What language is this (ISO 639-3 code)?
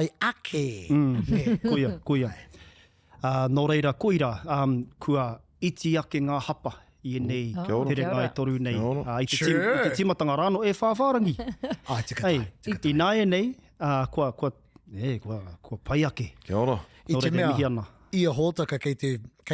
mri